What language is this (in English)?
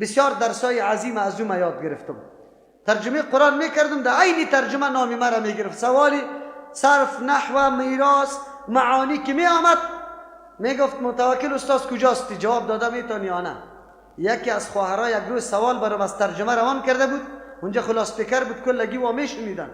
Persian